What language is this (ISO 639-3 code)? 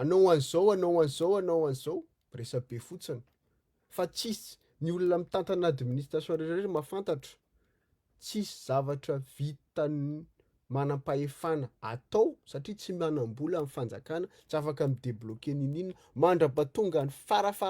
mlg